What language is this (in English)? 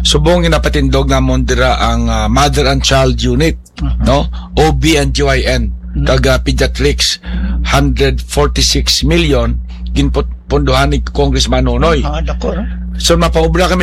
Hiligaynon